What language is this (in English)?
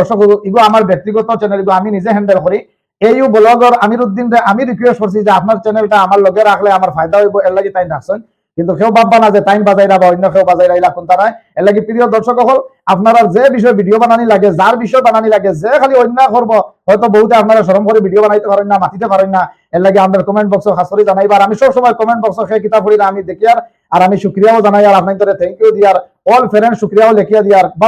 Sylheti